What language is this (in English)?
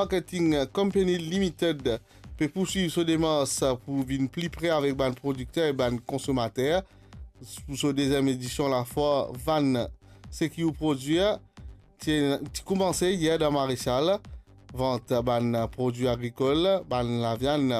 Morisyen